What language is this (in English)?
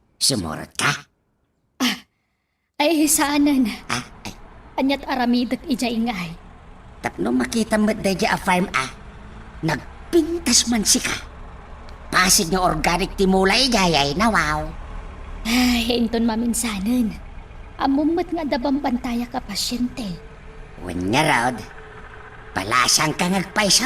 Iloko